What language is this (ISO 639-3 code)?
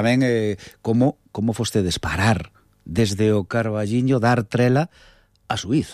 glg